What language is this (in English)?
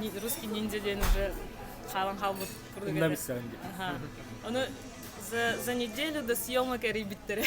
Yakut